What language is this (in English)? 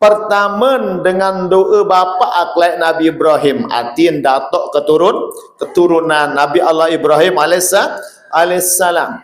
Sasak